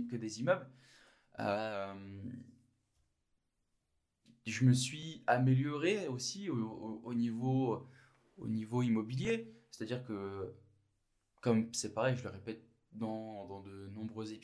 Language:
French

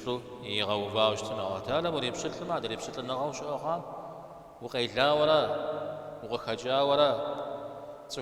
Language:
Kabardian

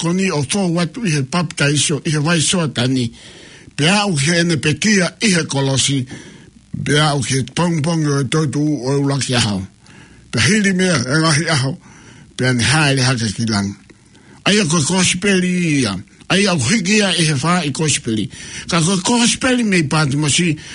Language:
Tongan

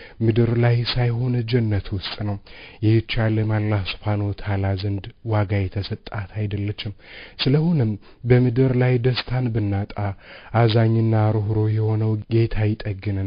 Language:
Amharic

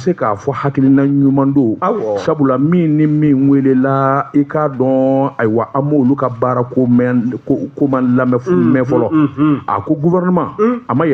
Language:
Bambara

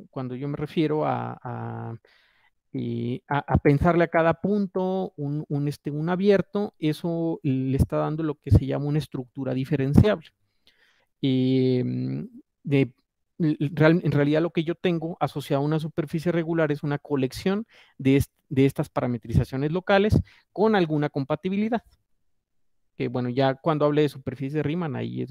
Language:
Spanish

